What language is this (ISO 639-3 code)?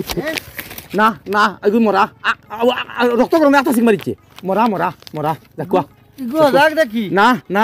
syl